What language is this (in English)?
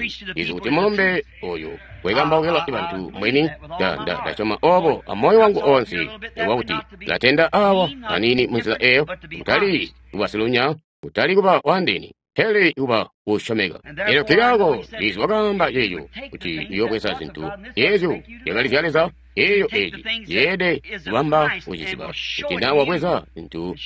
Tonga (Zambia)